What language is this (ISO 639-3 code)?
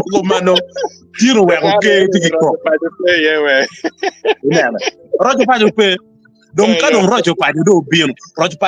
ach